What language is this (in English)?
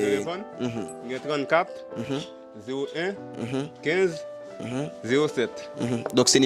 Haitian Creole